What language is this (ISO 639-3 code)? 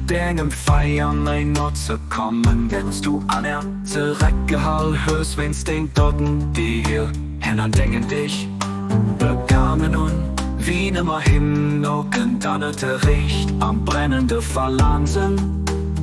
ltz